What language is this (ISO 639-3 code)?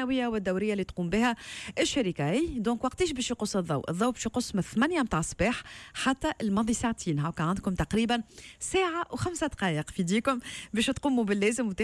aeb